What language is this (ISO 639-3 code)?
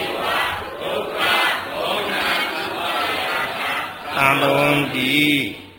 mya